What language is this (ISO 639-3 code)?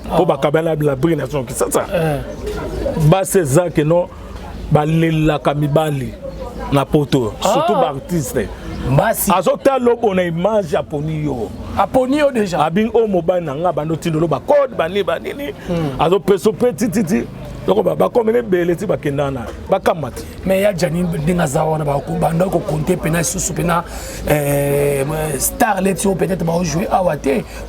lin